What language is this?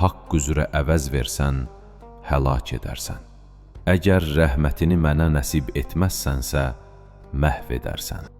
Azerbaijani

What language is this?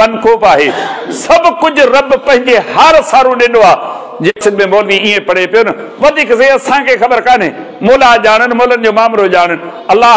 Sindhi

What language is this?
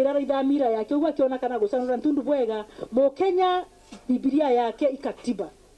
Meru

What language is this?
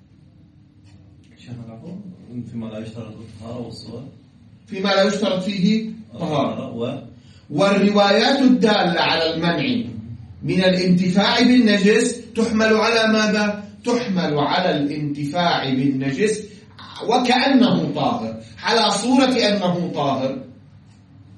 Arabic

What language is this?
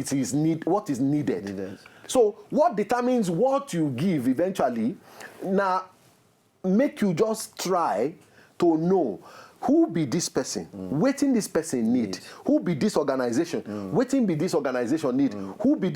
Nigerian Pidgin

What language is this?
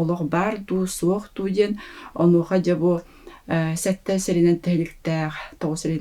Yakut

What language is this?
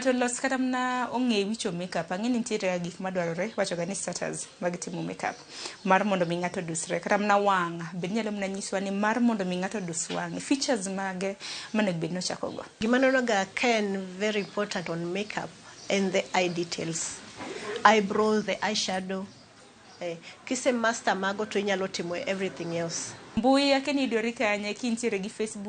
Luo (Kenya and Tanzania)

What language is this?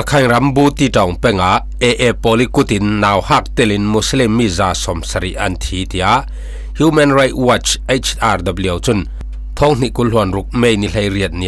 Falam Chin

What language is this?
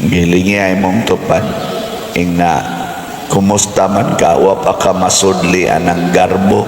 Cebuano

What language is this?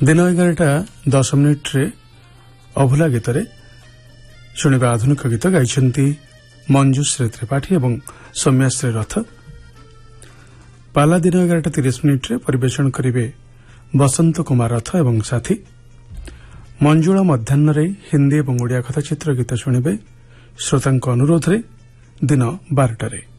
Odia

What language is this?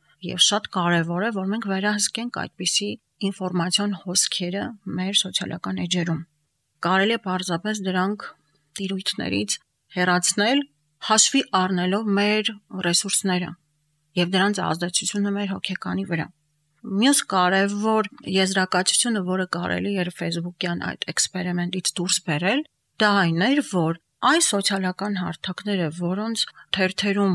Armenian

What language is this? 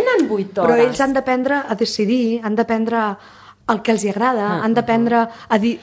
Catalan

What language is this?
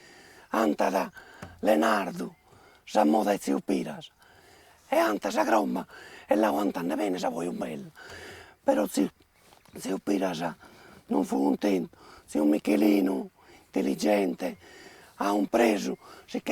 Sardinian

